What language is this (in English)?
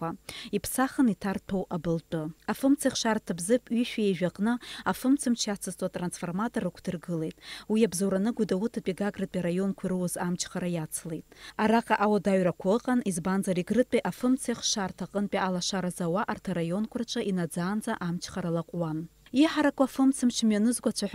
Abkhazian